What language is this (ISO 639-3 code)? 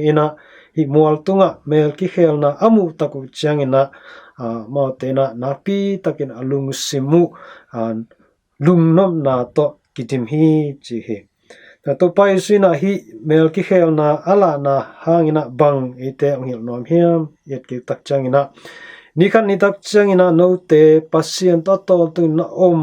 ctd